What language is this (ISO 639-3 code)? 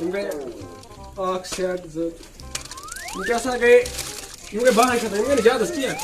kas